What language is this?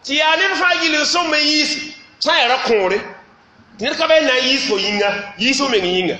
Mossi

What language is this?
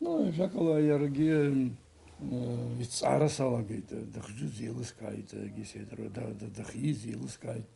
Abkhazian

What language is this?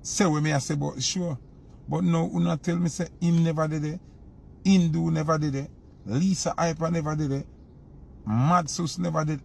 Jamaican Creole English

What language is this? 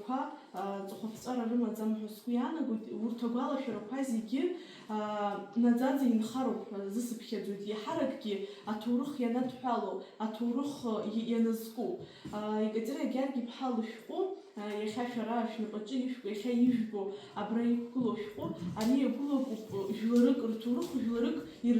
Abkhazian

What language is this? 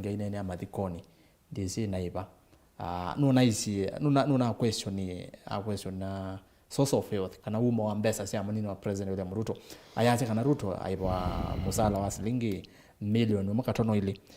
Kamba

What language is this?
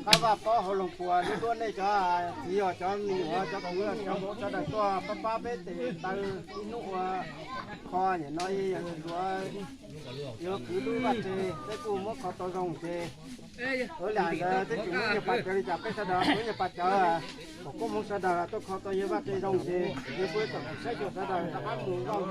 Hmong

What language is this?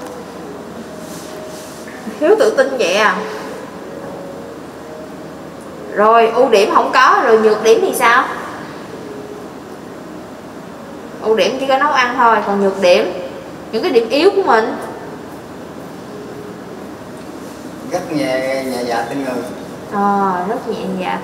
Vietnamese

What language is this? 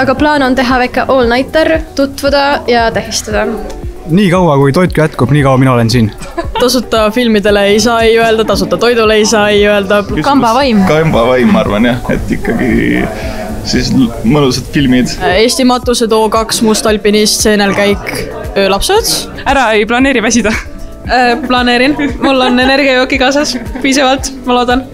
Estonian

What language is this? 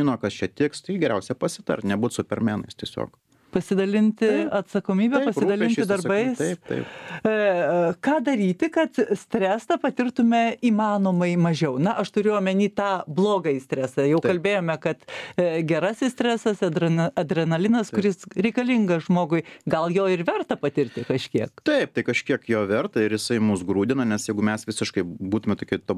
Lithuanian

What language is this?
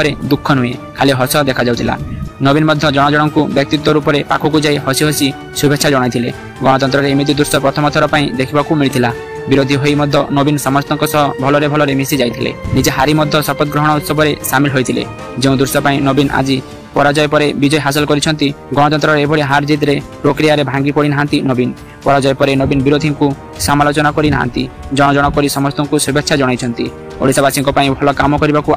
Odia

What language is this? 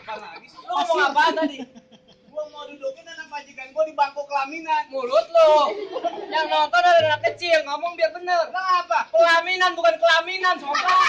Betawi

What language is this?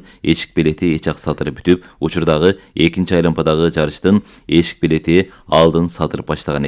Kyrgyz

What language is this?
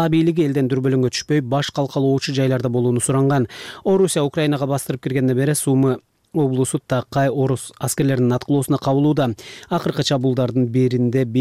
Kyrgyz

